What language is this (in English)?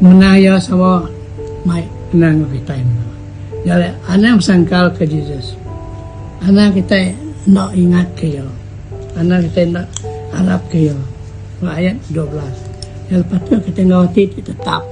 Iban